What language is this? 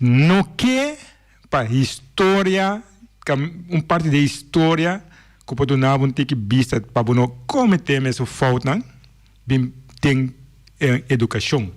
Papiamento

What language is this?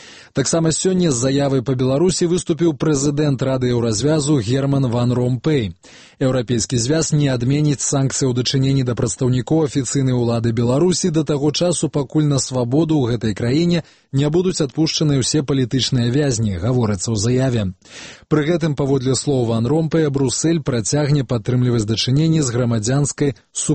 Belarusian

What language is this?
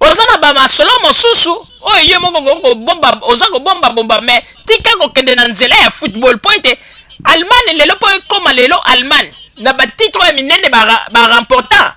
Lingala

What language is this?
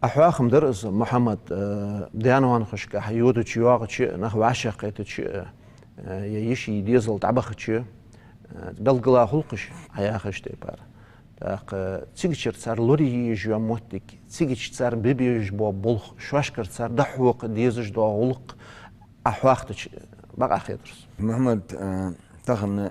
Ingush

